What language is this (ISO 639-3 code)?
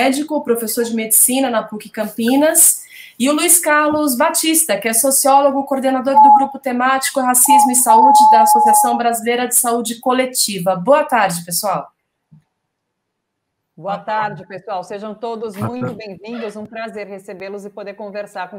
por